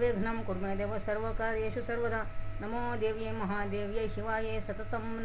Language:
Sanskrit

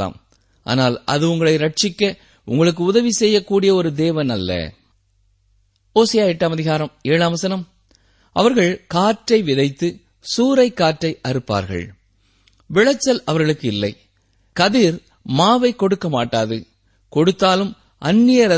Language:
Tamil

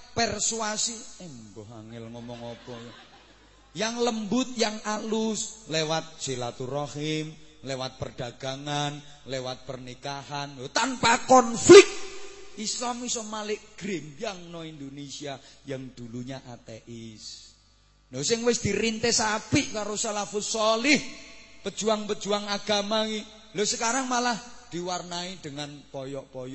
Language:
Javanese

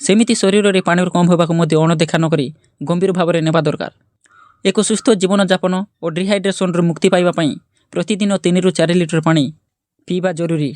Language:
Odia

